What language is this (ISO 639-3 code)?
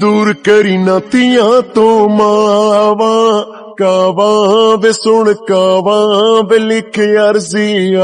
lah